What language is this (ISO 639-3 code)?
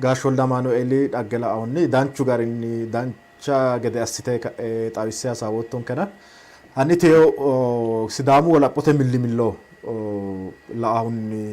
sid